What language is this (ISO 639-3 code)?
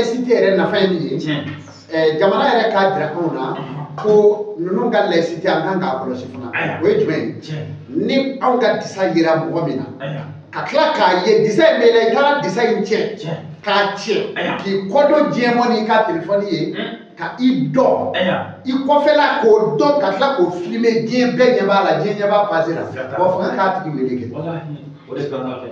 bam